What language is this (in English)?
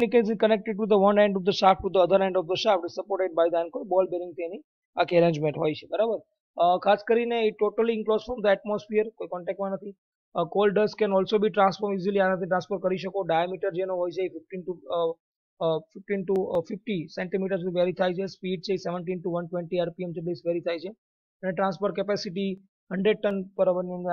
Gujarati